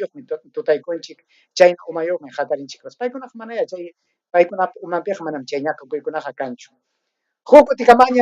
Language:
Ayacucho Quechua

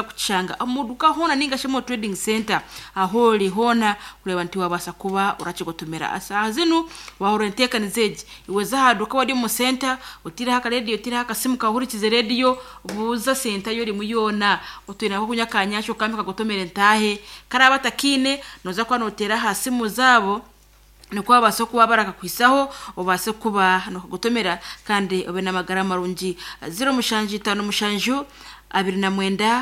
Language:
Nyankole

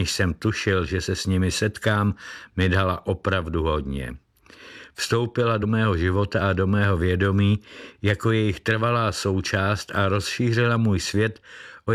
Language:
Czech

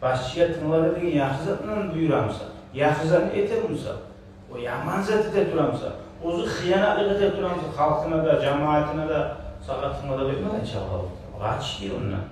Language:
Kumyk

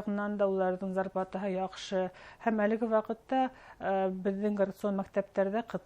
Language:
Bashkir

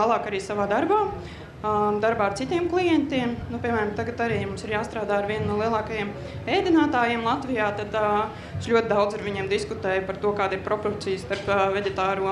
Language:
Latvian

